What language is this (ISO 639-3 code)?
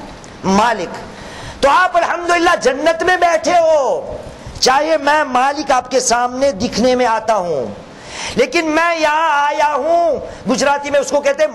urd